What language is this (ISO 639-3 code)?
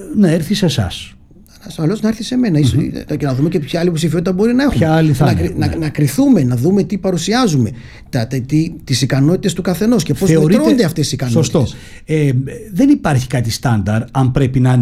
ell